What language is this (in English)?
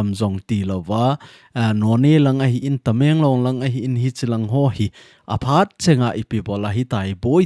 Thado Chin